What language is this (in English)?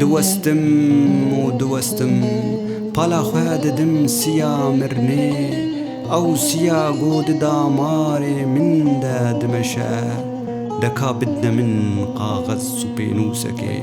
Kurdish